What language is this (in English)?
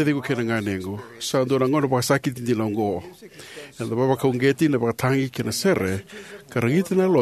Fijian